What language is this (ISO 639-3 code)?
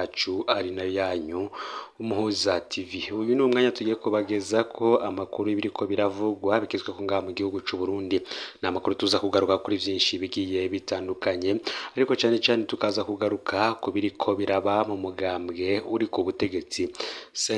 run